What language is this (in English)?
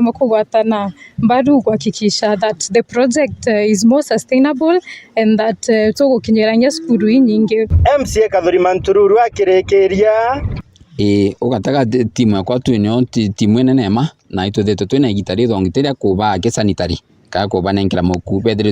Meru